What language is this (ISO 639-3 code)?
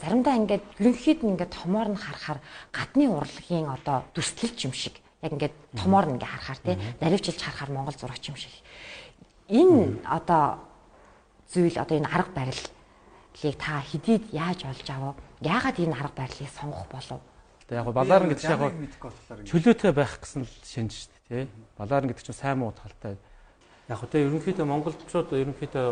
mon